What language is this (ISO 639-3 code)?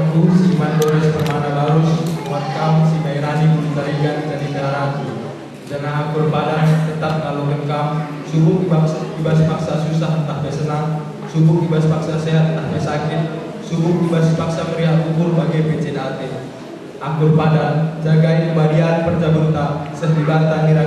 btx